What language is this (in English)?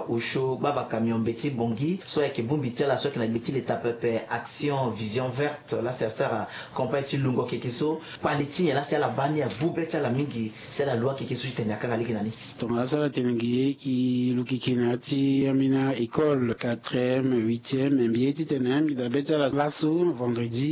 Sango